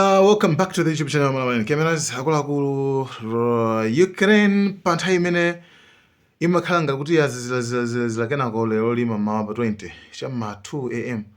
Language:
Nyanja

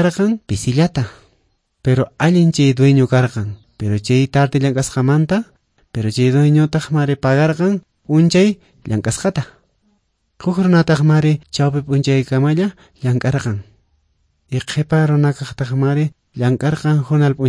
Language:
Quechua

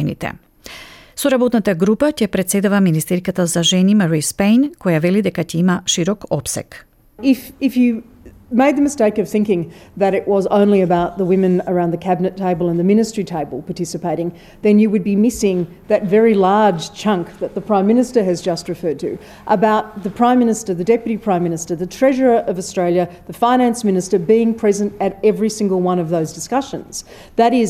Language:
Macedonian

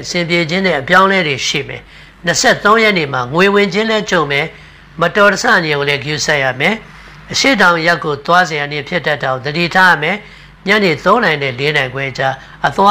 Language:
Burmese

